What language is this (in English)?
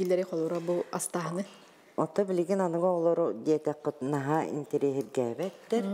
Yakut